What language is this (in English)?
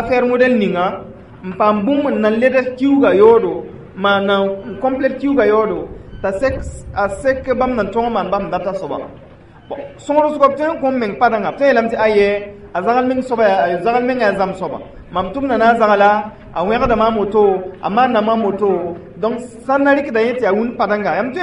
Mossi